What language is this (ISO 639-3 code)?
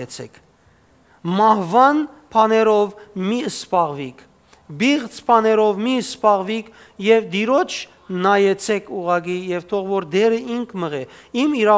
hyw